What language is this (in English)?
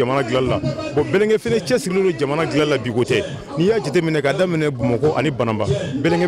Bambara